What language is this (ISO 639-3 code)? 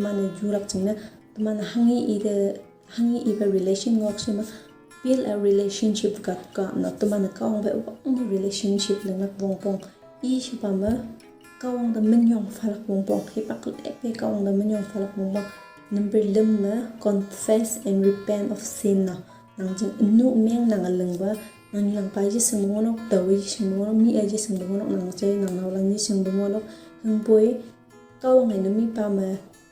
nbe